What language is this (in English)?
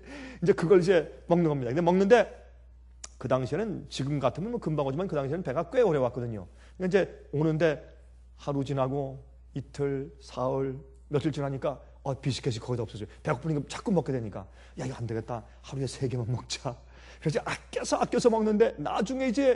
Korean